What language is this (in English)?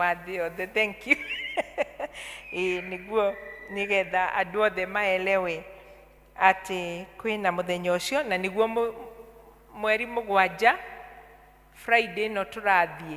Kikuyu